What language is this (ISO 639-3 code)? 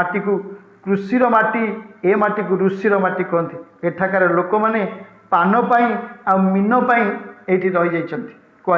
ori